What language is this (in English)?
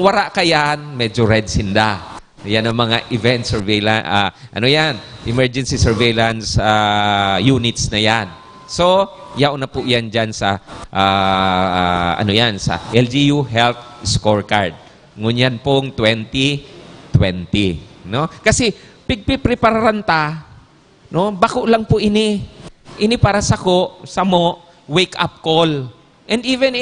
Bikol